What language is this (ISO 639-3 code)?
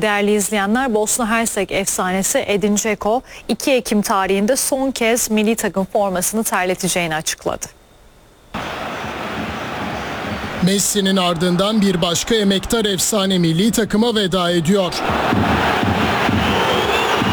tur